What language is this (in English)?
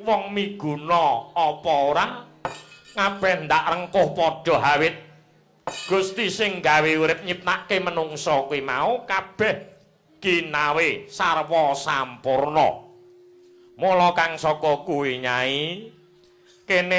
Javanese